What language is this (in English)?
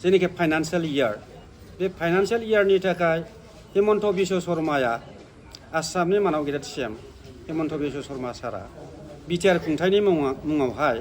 Bodo